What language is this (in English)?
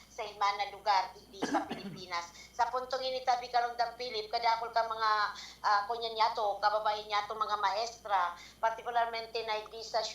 Bikol